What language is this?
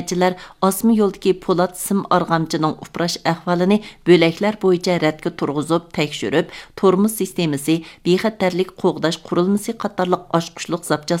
Uyghur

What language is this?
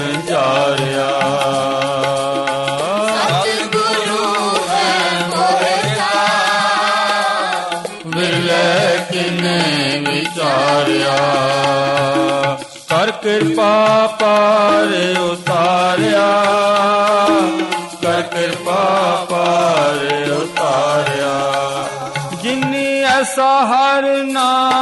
Punjabi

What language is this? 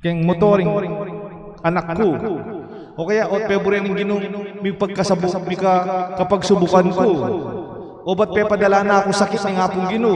Pampanga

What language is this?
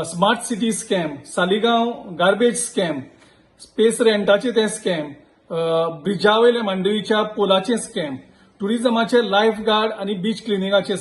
Konkani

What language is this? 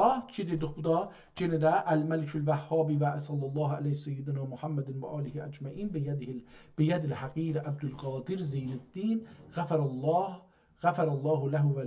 South Azerbaijani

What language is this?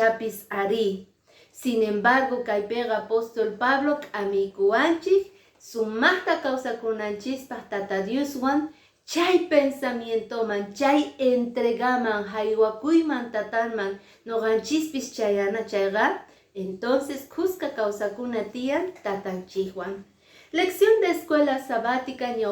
Quechua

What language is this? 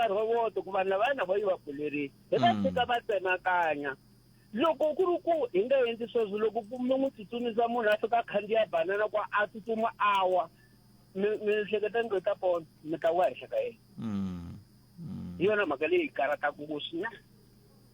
Tsonga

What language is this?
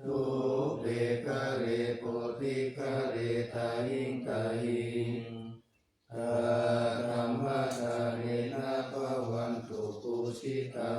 Pali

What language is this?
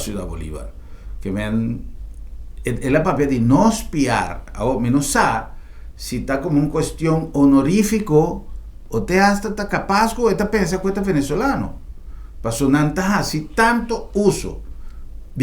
Papiamento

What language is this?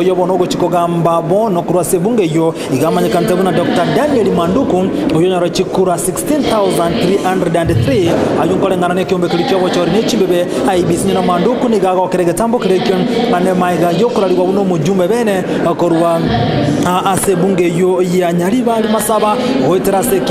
Gusii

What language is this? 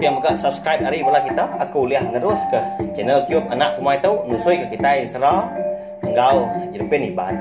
Iban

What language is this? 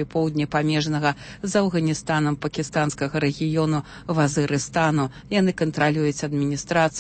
Belarusian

